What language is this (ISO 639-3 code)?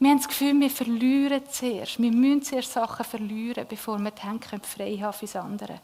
gsw